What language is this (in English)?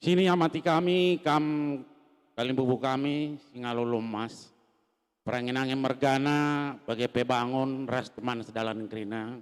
Batak Karo